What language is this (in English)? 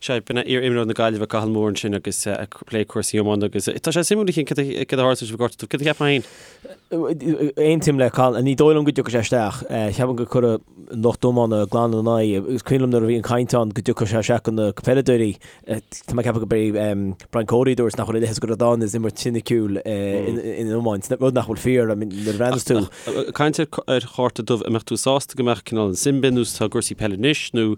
Irish